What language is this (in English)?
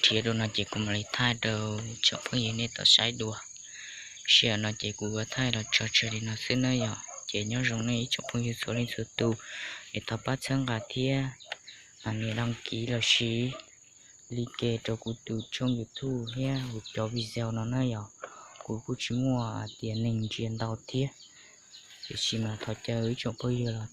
Hmong